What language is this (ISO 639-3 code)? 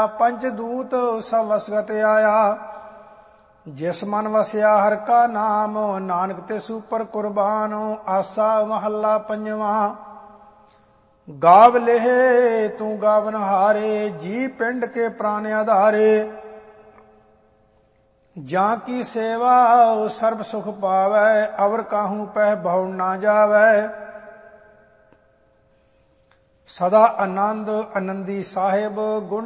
pan